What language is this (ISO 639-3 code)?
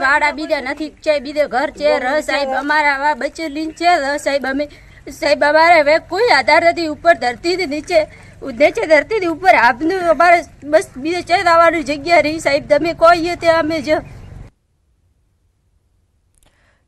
guj